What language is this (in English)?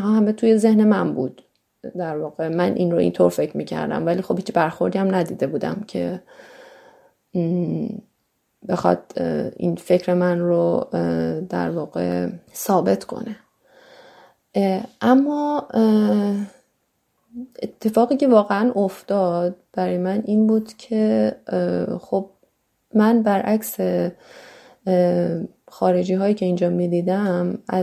Persian